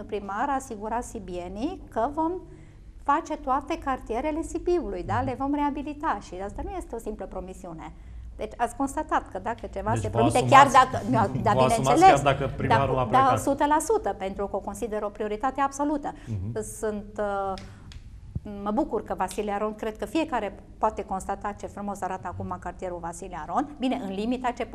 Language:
Romanian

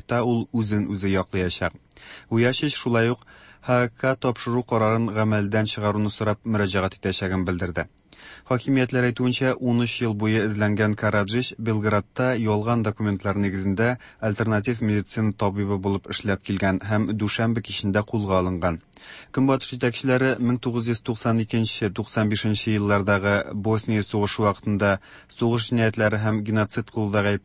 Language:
Tatar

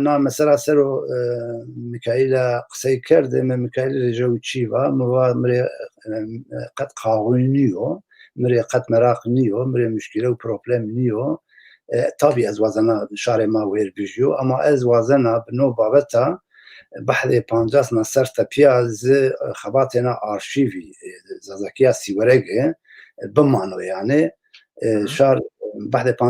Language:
Zaza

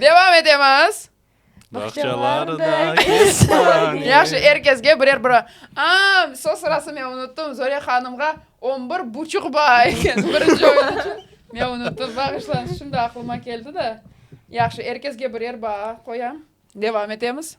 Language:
Crimean Tatar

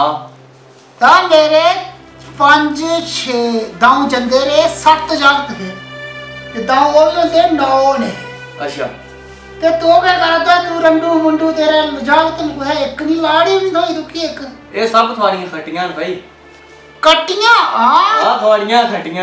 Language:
Dogri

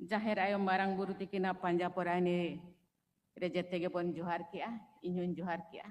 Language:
Santali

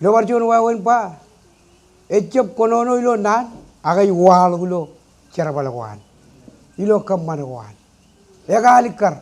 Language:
Marshallese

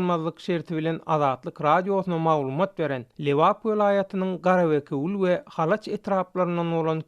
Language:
Turkmen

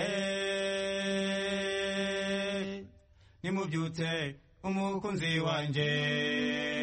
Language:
Kinyarwanda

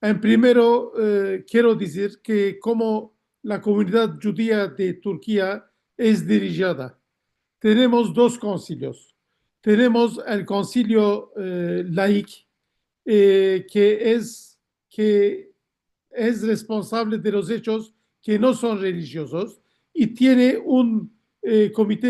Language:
Ladino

